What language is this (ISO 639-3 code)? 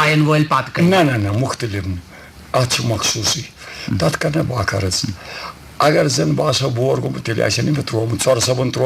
kas